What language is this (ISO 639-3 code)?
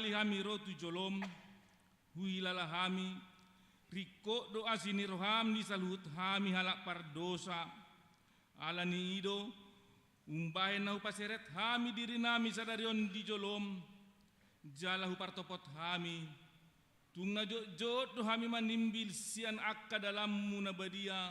bbc